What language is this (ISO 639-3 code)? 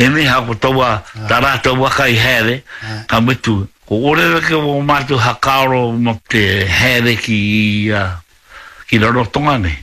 mri